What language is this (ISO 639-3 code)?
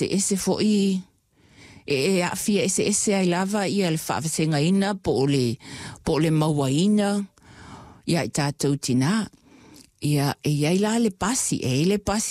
smo